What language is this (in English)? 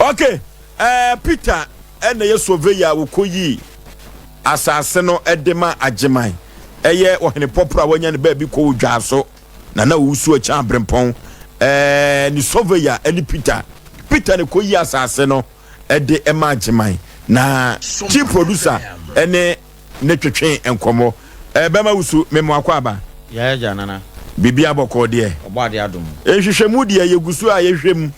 Akan